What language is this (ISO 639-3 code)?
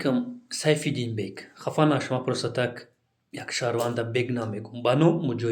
tgk